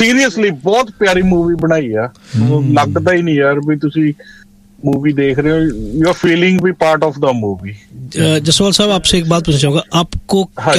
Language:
Punjabi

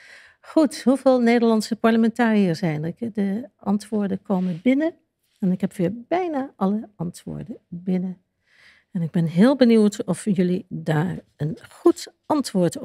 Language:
Dutch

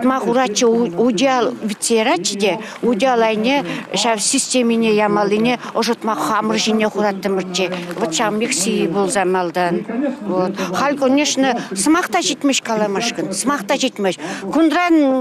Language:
Chuvash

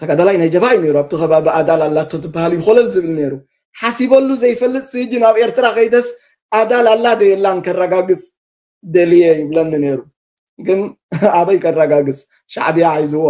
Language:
Tigrinya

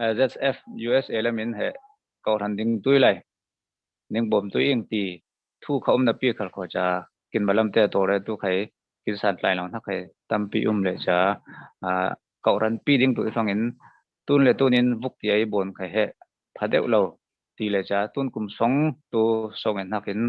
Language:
Falam Chin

